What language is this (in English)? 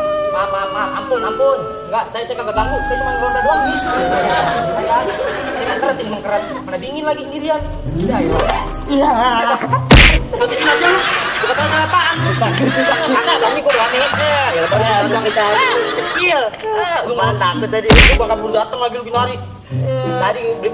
Betawi